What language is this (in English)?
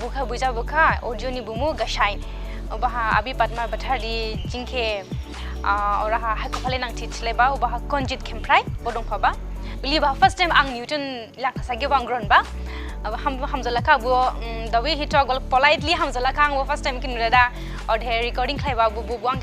Dimasa